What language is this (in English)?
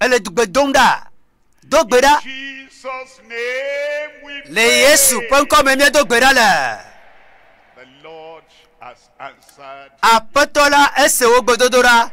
Ewe